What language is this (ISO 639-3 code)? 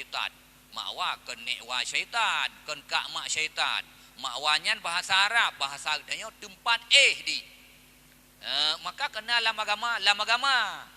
ace